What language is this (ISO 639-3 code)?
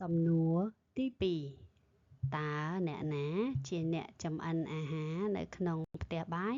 khm